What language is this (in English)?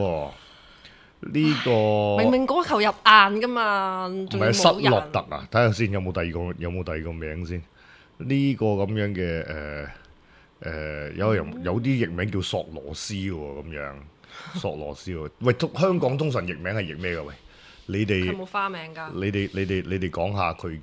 Cantonese